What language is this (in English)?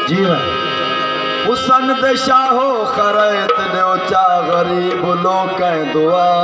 Saraiki